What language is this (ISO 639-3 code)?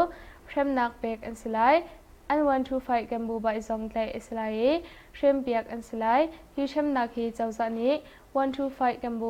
cnh